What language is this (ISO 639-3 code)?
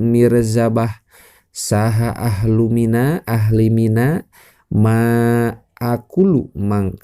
sun